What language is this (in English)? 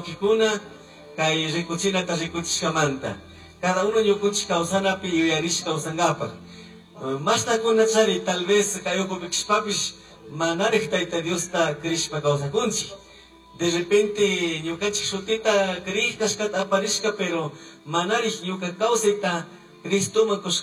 Chimborazo Highland Quichua